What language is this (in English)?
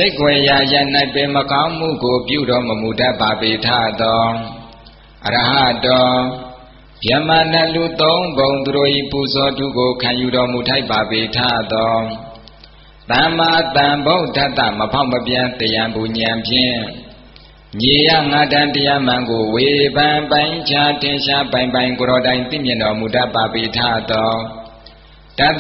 Burmese